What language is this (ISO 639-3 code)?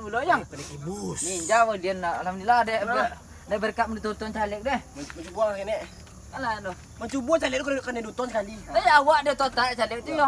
min